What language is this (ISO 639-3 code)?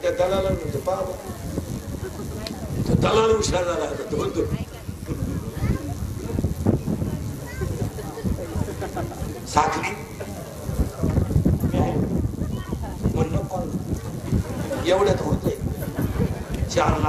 mar